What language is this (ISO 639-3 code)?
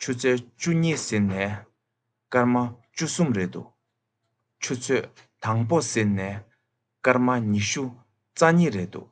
bod